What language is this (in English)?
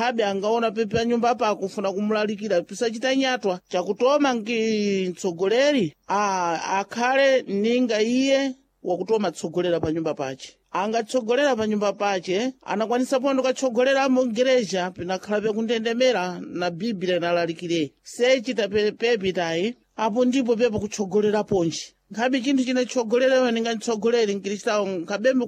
Sena